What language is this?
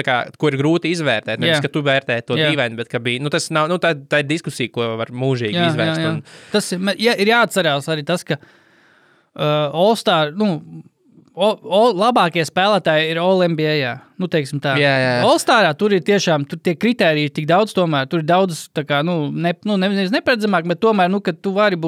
Latvian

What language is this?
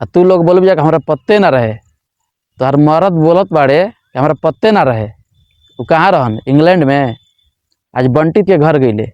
Bhojpuri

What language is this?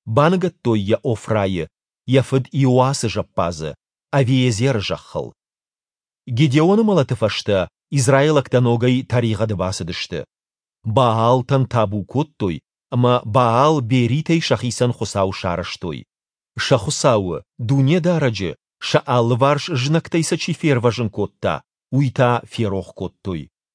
Ossetic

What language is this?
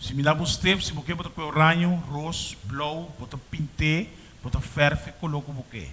Papiamento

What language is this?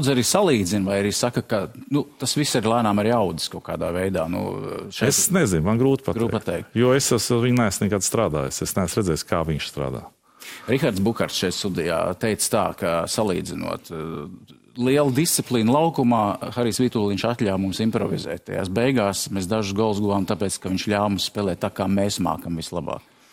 Latvian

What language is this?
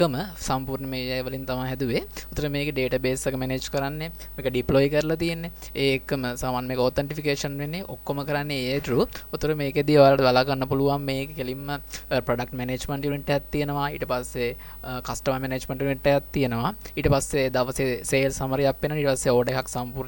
Sinhala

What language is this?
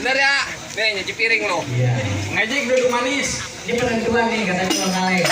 Betawi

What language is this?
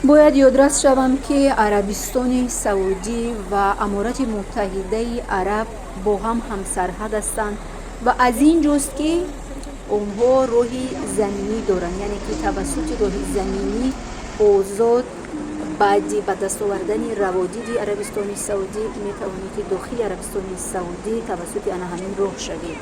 Tajik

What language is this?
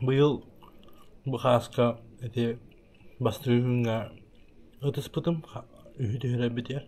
Yakut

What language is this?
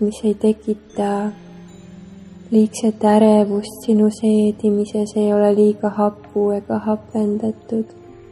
Estonian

